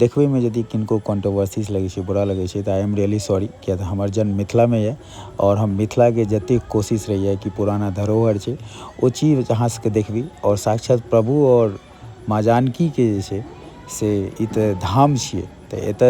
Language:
Maithili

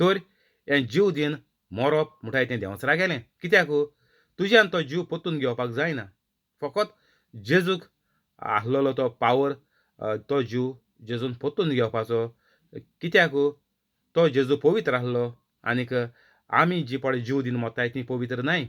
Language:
Konkani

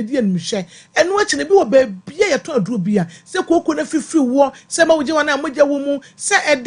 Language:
Akan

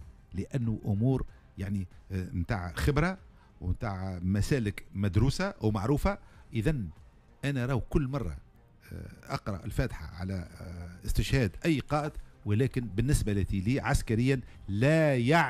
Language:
Tunisian Arabic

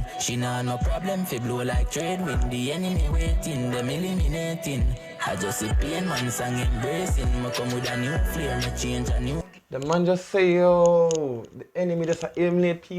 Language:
Jamaican Creole English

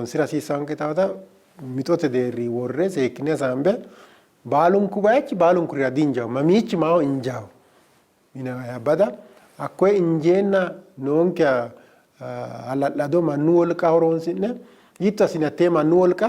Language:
Sidamo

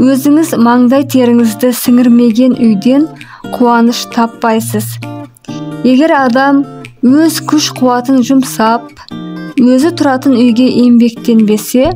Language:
Kazakh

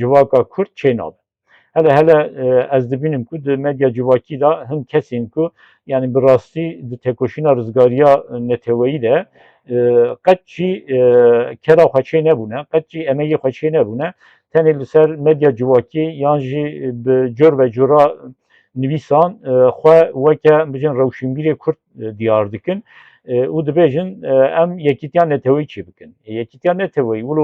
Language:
Kurdish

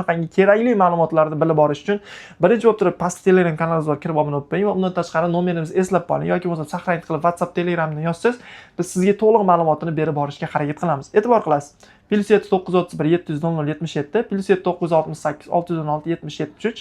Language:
Uzbek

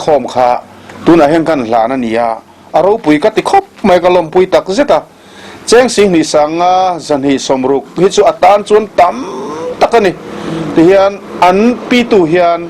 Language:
Mizo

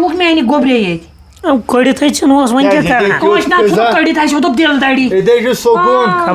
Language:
Kashmiri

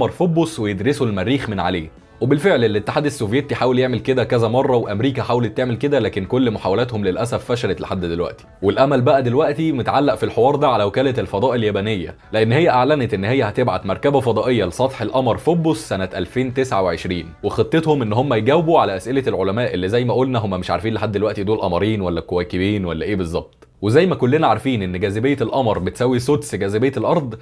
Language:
Egyptian Arabic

